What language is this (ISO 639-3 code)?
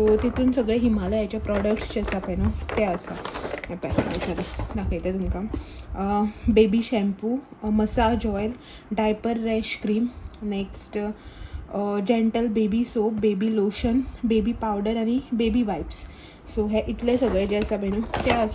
kok